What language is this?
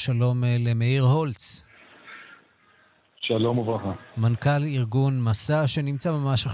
Hebrew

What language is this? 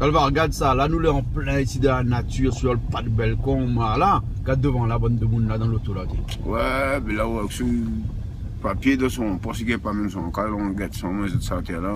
Réunion Creole French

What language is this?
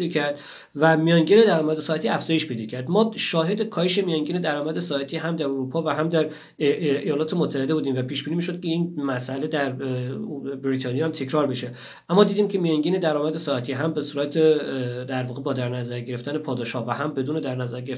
Persian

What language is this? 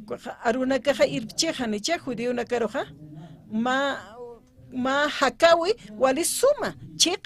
Aymara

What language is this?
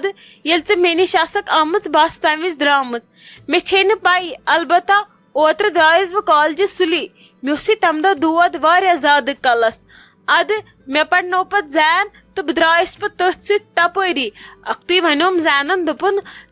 Kashmiri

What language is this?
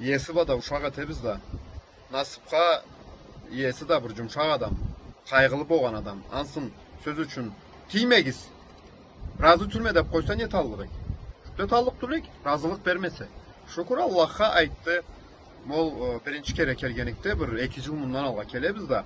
Karachay-Balkar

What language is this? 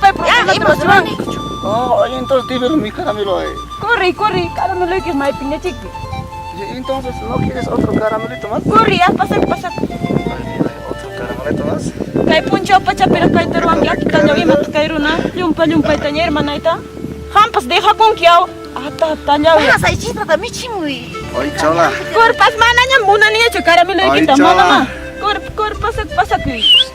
Quechua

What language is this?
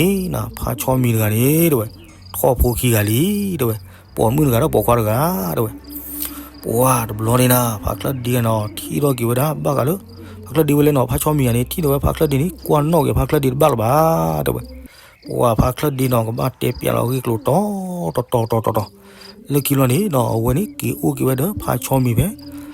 S'gaw Karen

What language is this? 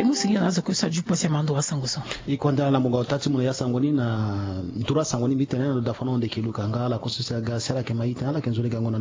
Sango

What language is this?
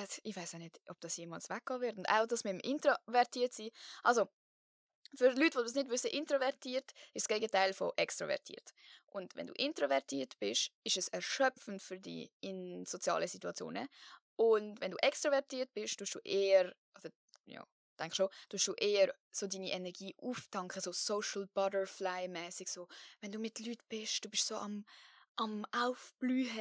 Swiss German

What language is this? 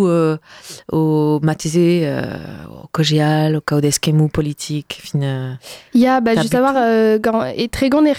Breton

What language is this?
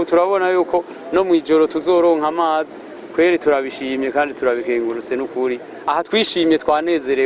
Rundi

